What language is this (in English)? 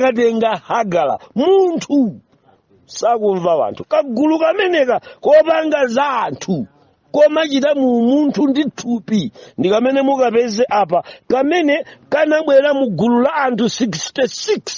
Nyanja